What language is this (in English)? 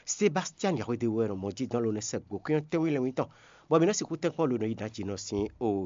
Fon